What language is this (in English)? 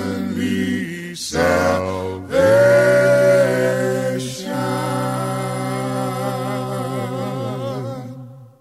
Estonian